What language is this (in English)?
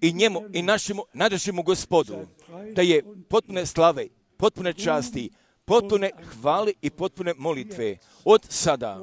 Croatian